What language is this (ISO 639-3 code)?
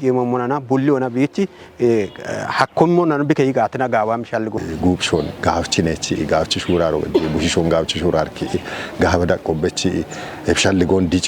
kbr